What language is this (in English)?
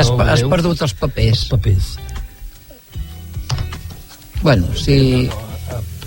Catalan